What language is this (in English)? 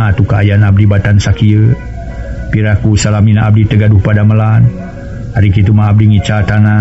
Sundanese